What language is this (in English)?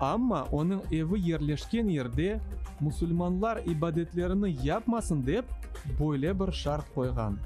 Crimean Tatar